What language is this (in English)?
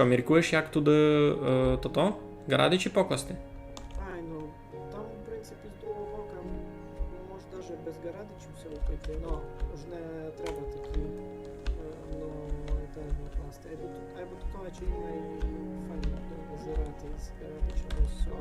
Rusyn